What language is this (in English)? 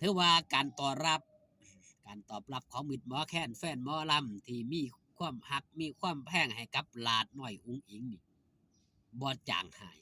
Northeastern Thai